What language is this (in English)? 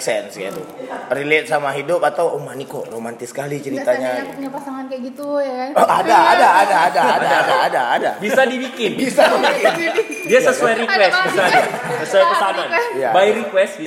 Indonesian